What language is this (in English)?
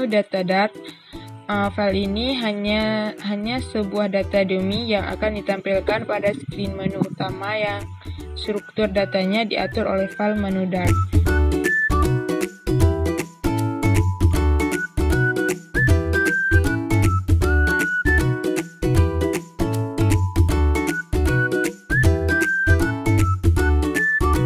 Indonesian